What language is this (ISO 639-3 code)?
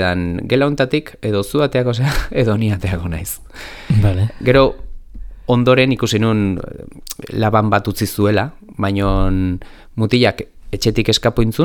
eus